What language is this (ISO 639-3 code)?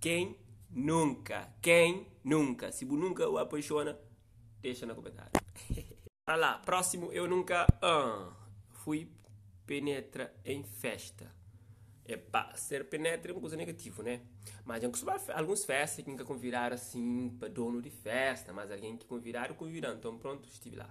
kea